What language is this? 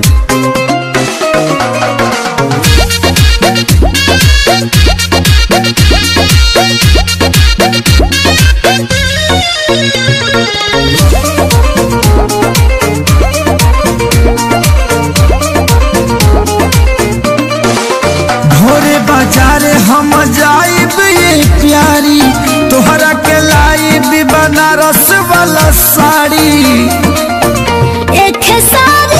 Bhojpuri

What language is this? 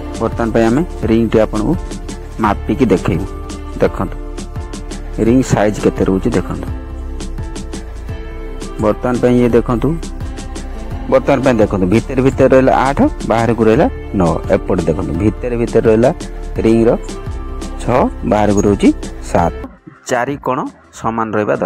Odia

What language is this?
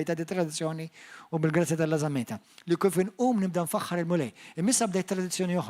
Maltese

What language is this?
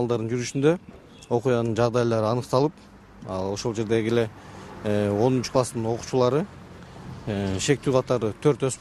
Kyrgyz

